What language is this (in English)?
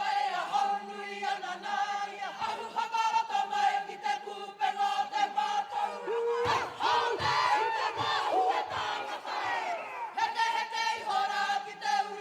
Māori